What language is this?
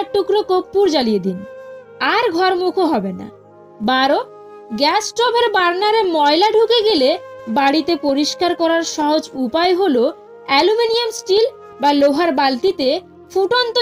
Bangla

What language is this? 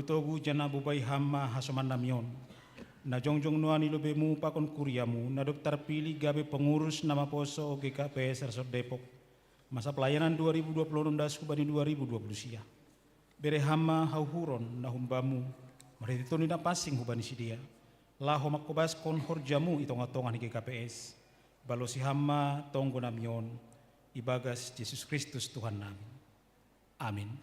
Batak Simalungun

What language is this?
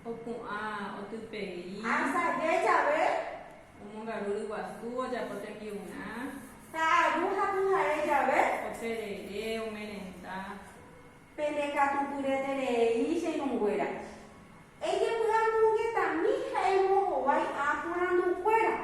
Guarani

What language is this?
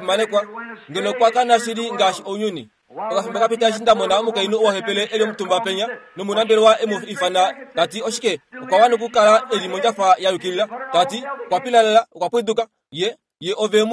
Kuanyama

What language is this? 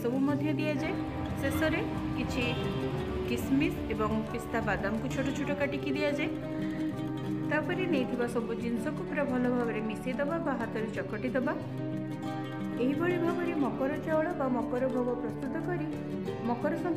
Odia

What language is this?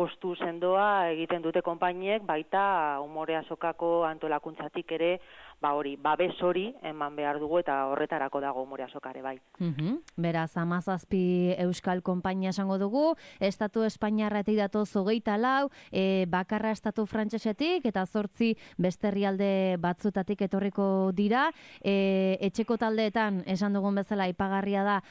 Basque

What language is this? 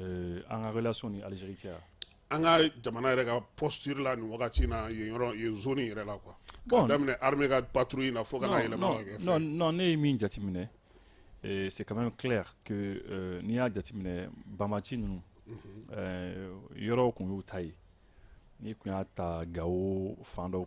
Bambara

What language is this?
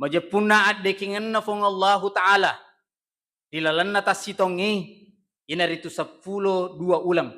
Buginese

